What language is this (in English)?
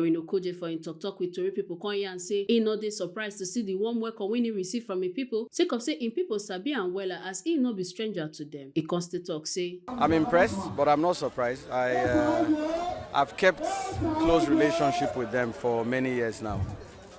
Nigerian Pidgin